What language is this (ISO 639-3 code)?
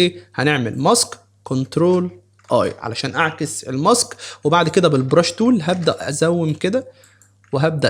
arz